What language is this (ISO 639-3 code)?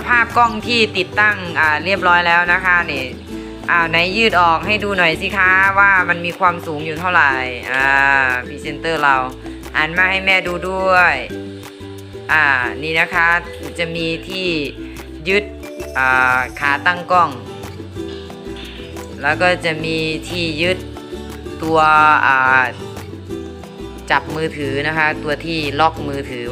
tha